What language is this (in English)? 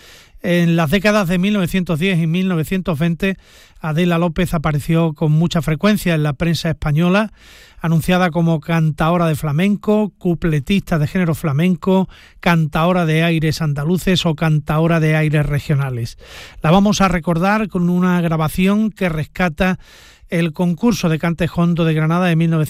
Spanish